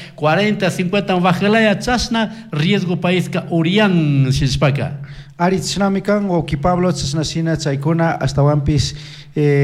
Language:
Chimborazo Highland Quichua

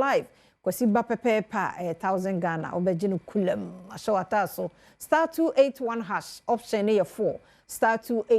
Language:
Akan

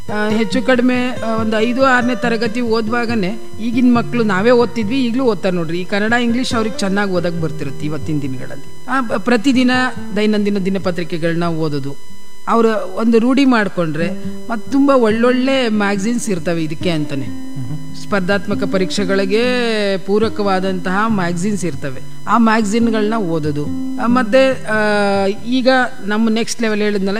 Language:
Kannada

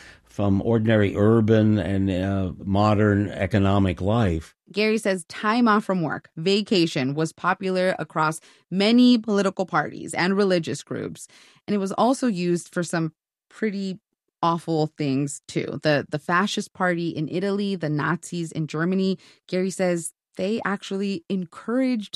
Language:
English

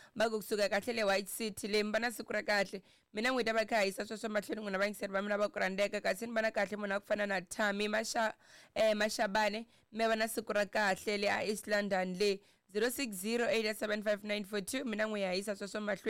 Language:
Tsonga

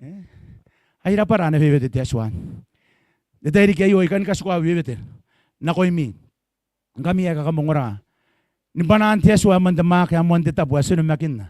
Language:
Gilbertese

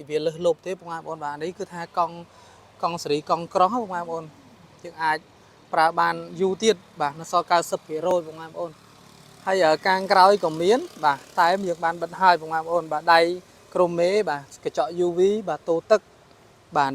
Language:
Khmer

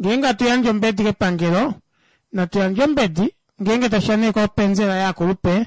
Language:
Kuanyama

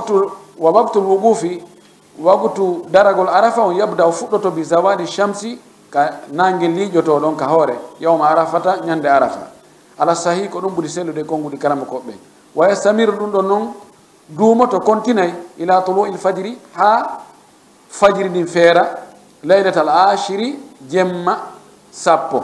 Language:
Fula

